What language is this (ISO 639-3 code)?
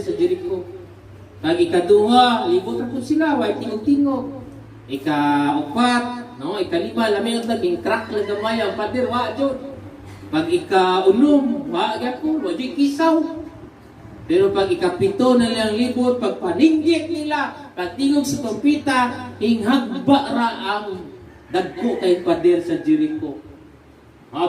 ceb